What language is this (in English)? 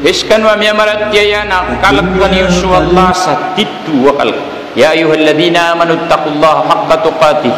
Maranao